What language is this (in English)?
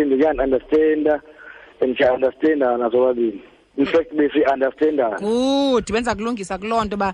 Xhosa